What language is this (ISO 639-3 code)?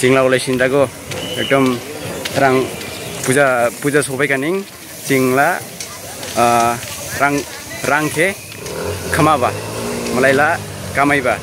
dis